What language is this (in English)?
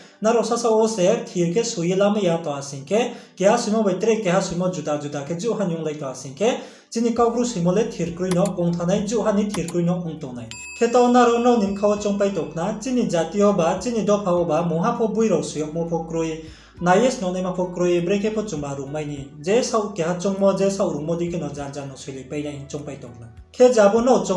Riang (India)